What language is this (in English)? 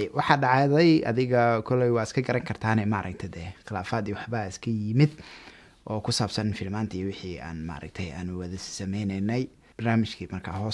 Somali